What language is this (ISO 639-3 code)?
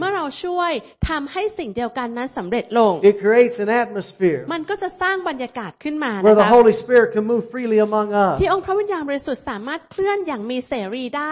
tha